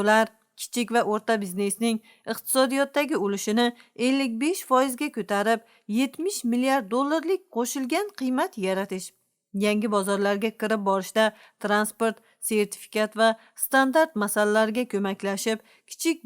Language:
Uzbek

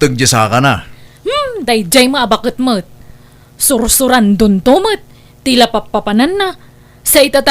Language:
Iloko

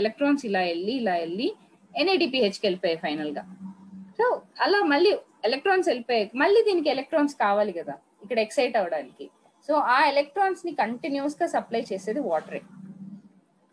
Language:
Telugu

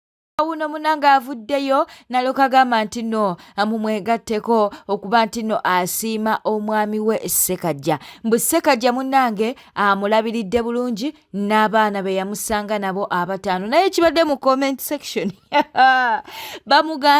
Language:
Ganda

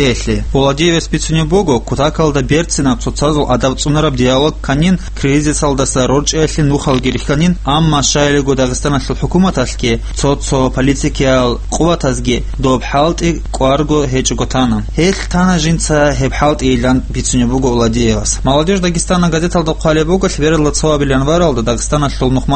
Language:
Avaric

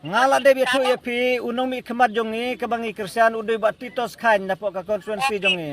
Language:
Khasi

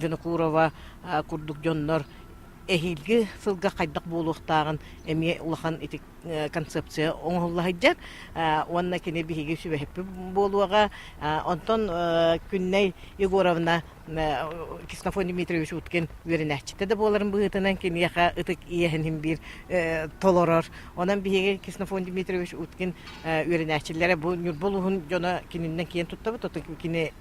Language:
Yakut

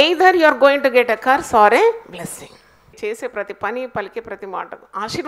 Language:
Telugu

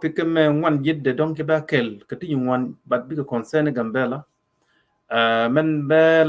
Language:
Nuer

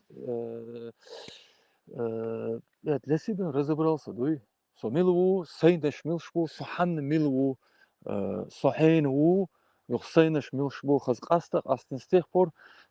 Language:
Chechen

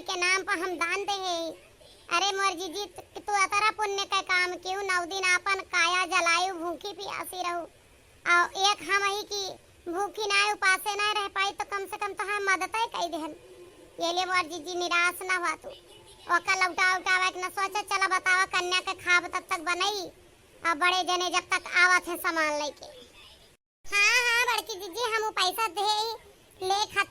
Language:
Awadhi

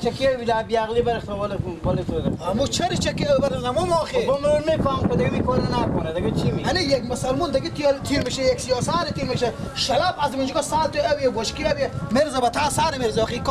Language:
Persian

